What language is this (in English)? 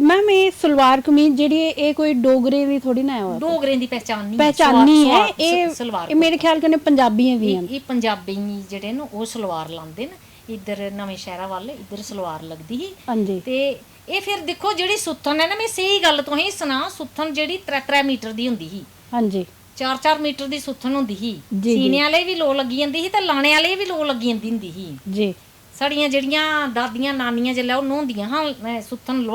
Dogri